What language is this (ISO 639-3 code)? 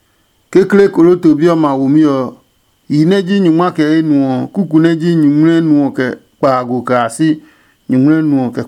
ada